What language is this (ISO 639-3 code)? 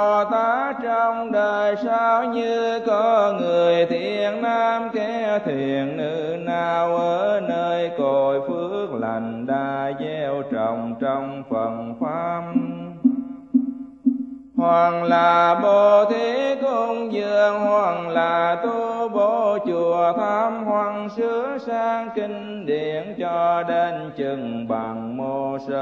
vie